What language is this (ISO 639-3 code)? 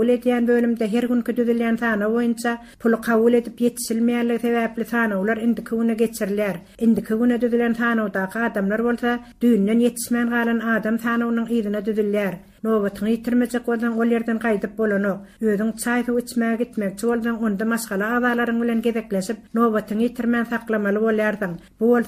tuk